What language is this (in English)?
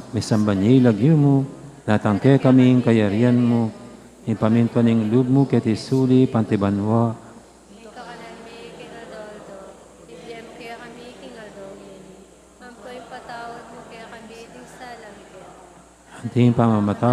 Pampanga